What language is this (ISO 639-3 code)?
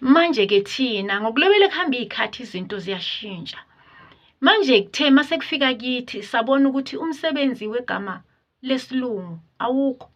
zul